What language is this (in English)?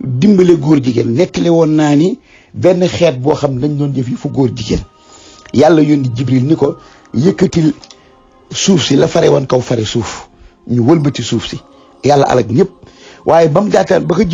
Wolof